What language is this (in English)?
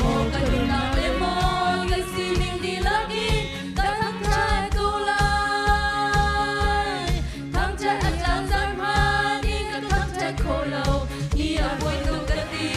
Hakha Chin